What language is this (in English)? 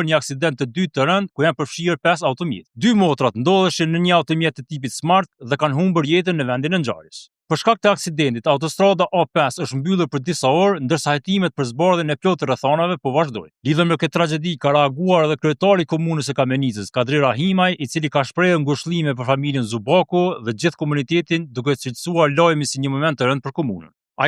Albanian